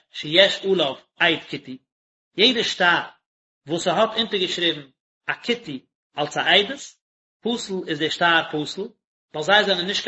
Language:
Yiddish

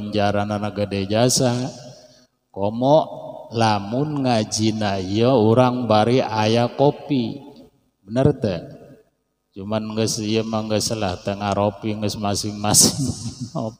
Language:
Sundanese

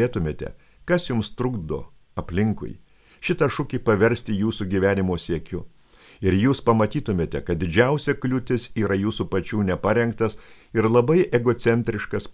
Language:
Lithuanian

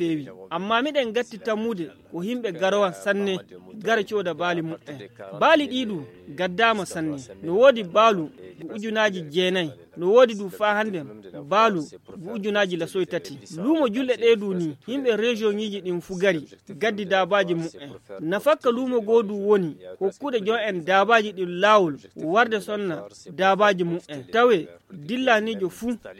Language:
Fula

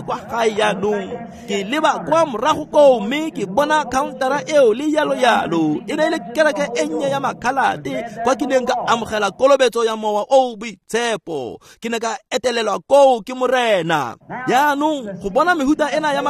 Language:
Tswana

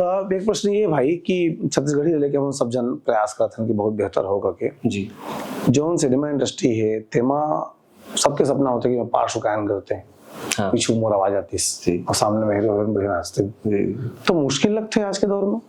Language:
Chhattisgarhi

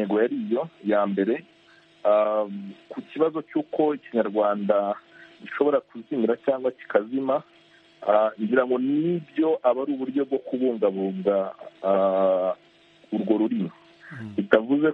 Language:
Kinyarwanda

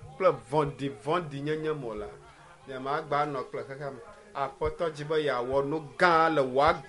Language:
Ewe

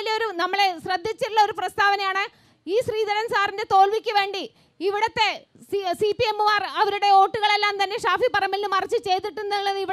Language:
Malayalam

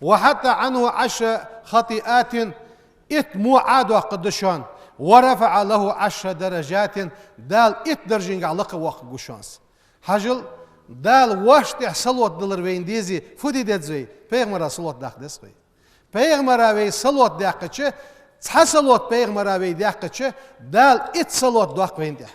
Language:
Ingush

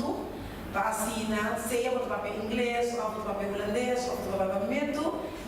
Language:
Papiamento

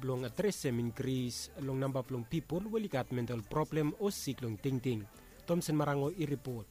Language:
Bislama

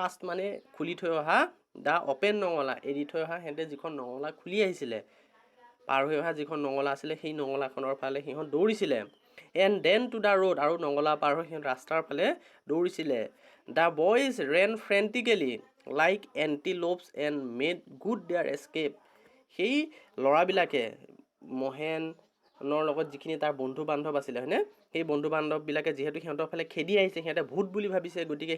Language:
Assamese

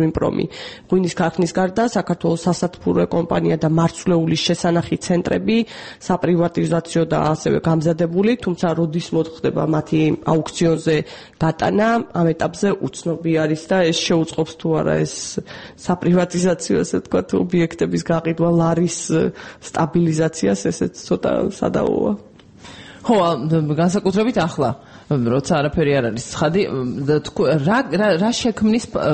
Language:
Georgian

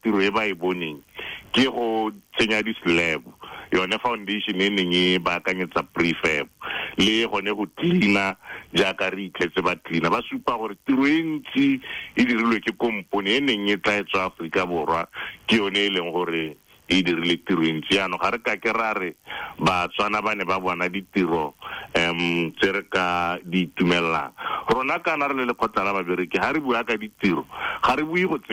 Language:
Tswana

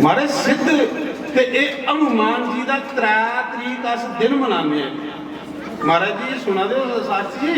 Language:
Dogri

